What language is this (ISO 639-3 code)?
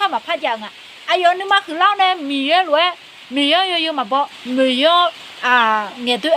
ahk